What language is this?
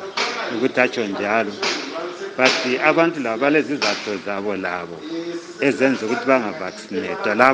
North Ndebele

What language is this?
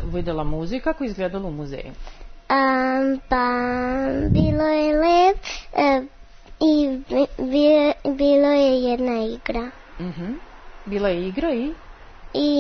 Serbian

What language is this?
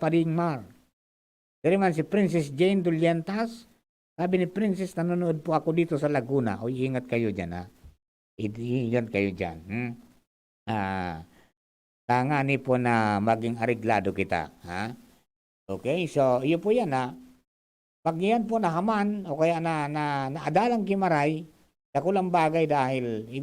Bikol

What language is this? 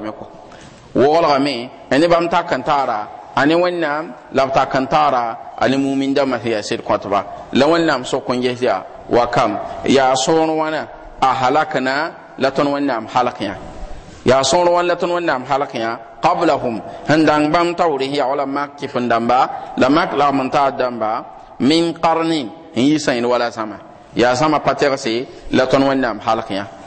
Mossi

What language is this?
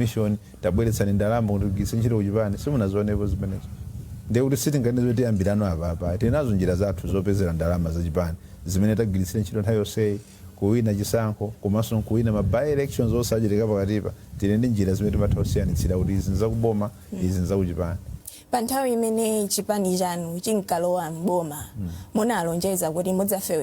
Nyanja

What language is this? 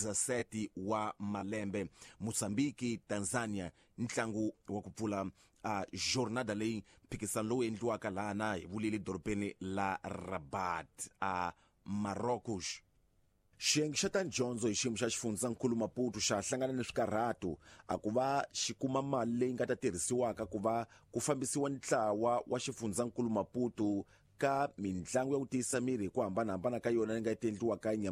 Tsonga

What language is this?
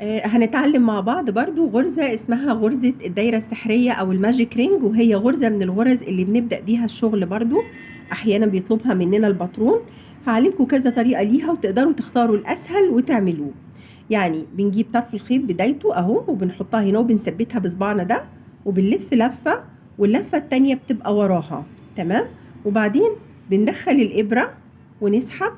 Egyptian Arabic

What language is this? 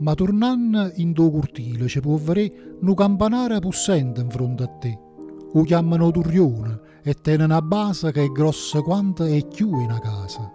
Neapolitan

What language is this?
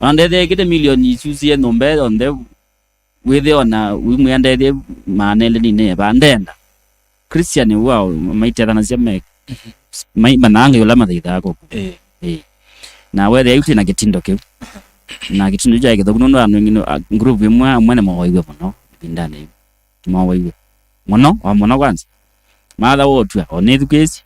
Kamba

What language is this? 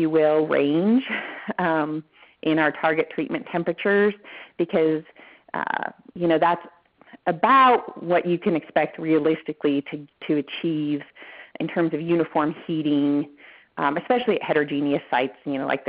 English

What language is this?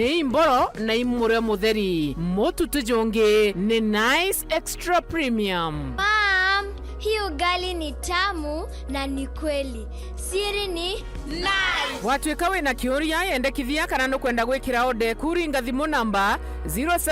Meru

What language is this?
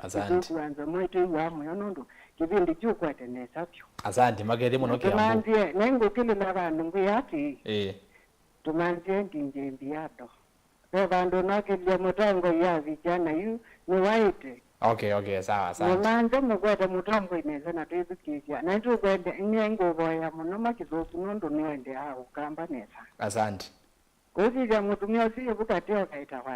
Kamba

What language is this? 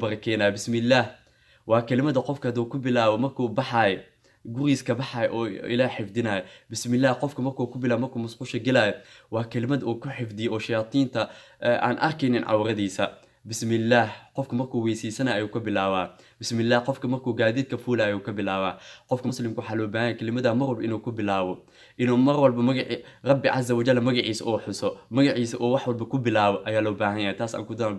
Somali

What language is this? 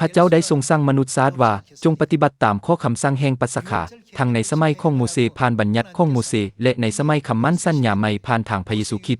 Lao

